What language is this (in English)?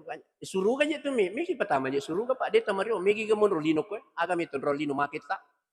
Buginese